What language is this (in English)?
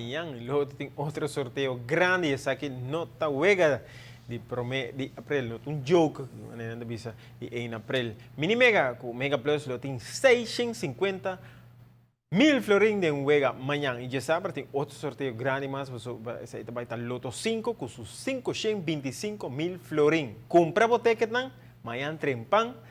Papiamento